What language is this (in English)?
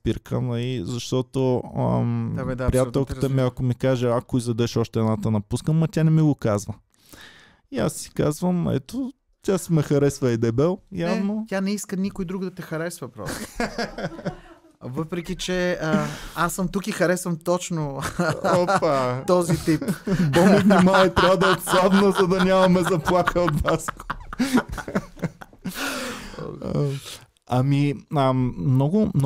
Bulgarian